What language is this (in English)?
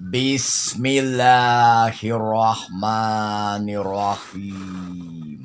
Sundanese